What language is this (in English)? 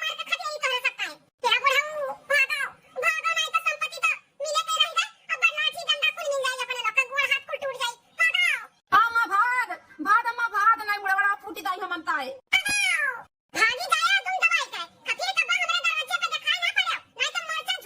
Awadhi